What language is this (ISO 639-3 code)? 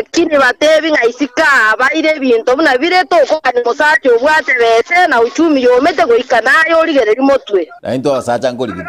guz